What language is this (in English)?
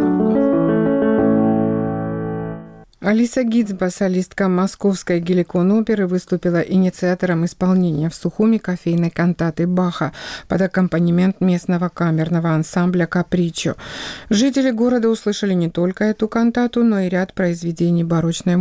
Russian